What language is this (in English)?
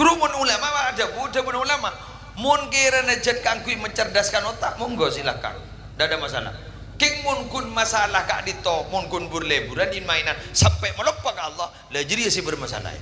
Madurese